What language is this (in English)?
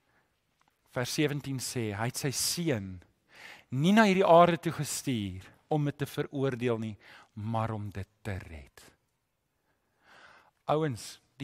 Afrikaans